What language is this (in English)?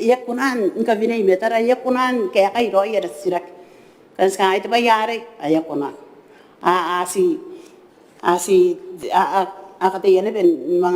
Gilbertese